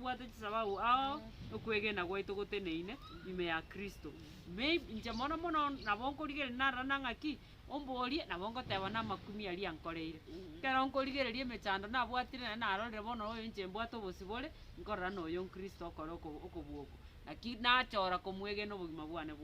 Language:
Gusii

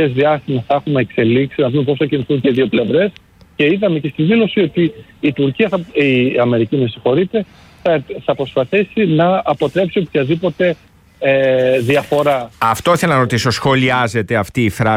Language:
Greek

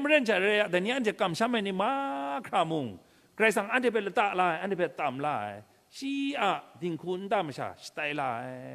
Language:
Kachin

